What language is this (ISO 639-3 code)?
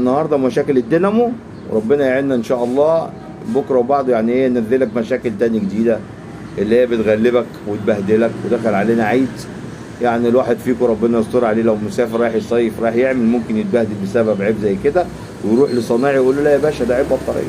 arz